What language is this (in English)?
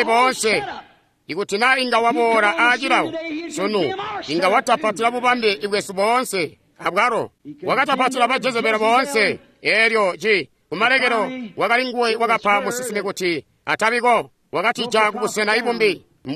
Tonga (Zambia)